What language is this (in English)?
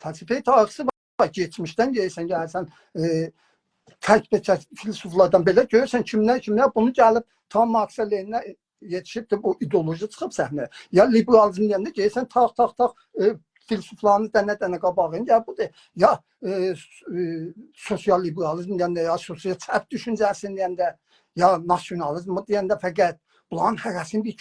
South Azerbaijani